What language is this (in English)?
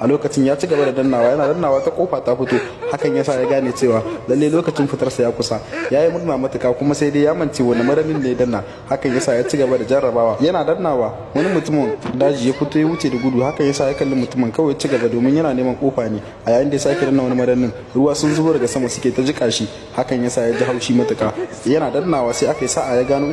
Hausa